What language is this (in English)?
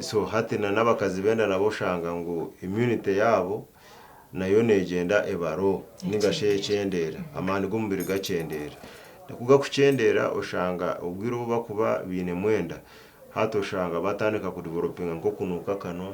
Nyankole